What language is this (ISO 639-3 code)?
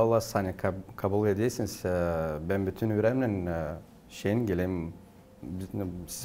gag